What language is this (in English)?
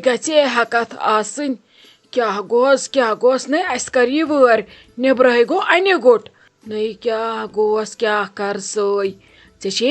Kashmiri